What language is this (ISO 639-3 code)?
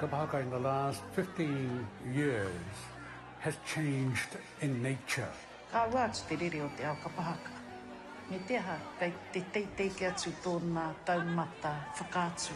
mri